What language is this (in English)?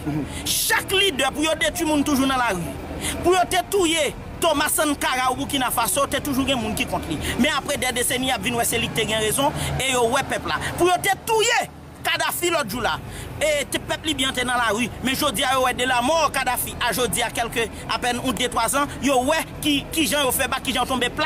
Haitian Creole